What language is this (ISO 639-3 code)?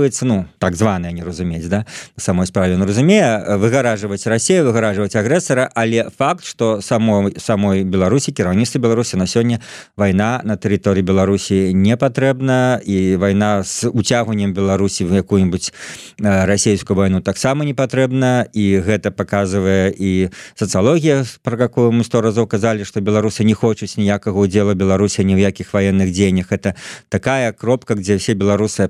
bel